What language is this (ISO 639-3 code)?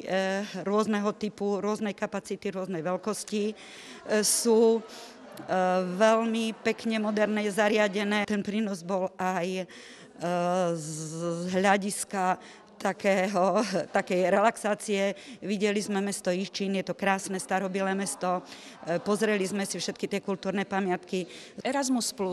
slk